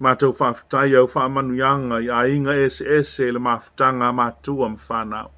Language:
Samoan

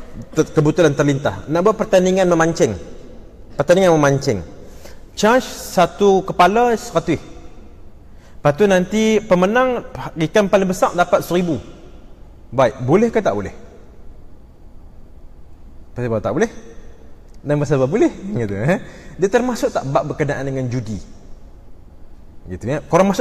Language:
Malay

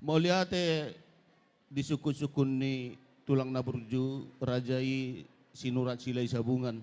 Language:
Batak Toba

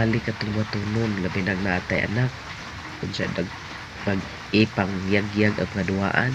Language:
Cebuano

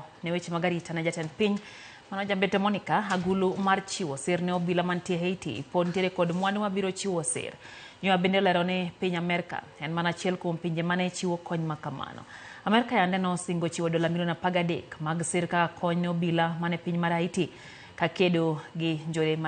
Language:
Luo (Kenya and Tanzania)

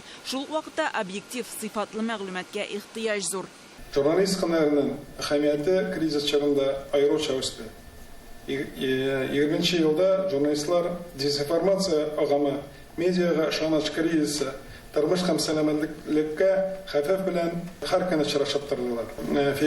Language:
Tatar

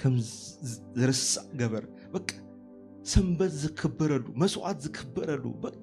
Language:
Tigrinya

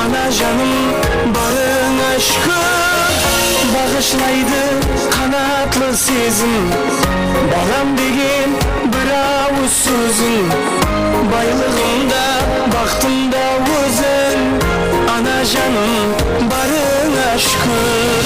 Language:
Kara-Kalpak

